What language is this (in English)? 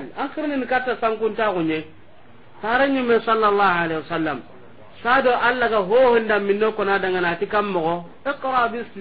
Soninke